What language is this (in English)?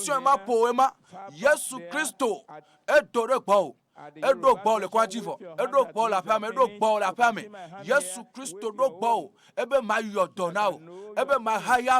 Ewe